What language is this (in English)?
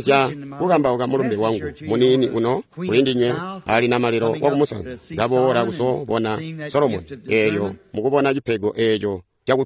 Tonga (Zambia)